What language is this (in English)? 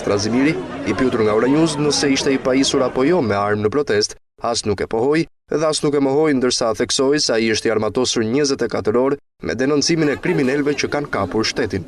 Albanian